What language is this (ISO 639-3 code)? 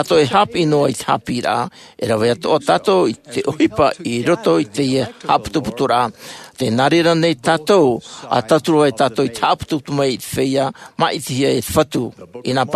tah